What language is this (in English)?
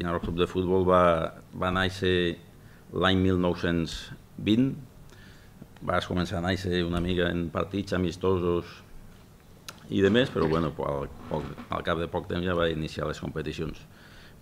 Catalan